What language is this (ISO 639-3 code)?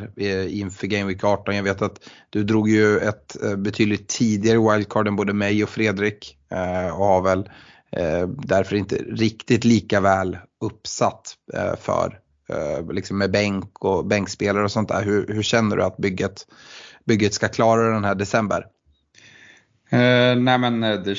swe